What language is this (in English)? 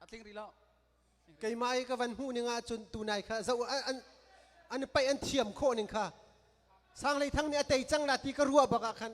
Hakha Chin